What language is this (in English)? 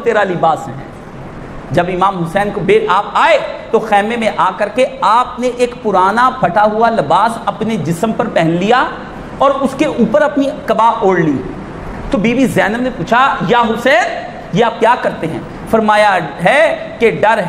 Urdu